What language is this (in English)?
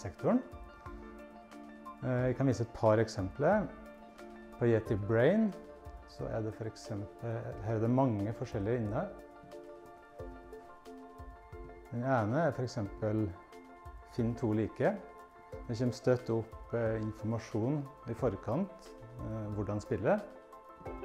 Norwegian